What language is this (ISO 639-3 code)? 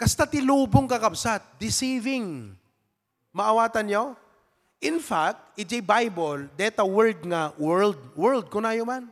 ilo